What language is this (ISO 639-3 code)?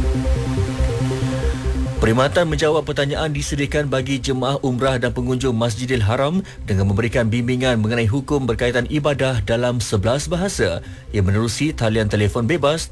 msa